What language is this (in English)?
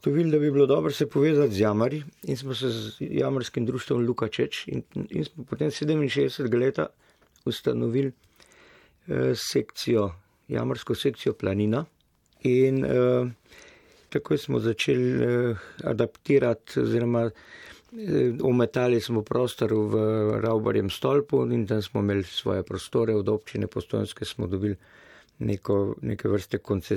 Slovenian